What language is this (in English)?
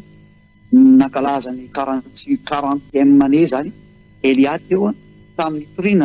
Malagasy